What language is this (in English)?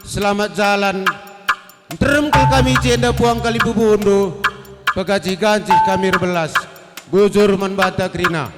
Batak Karo